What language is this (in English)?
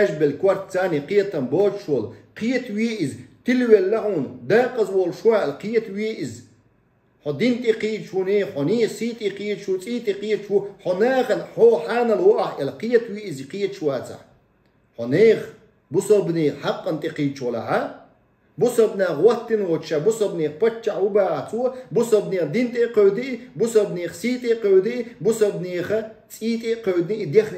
Chechen